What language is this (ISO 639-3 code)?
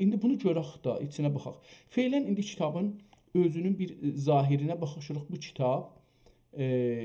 azb